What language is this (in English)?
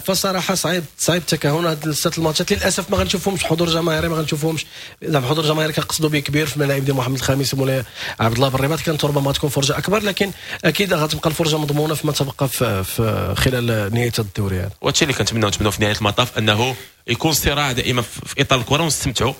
Moroccan Arabic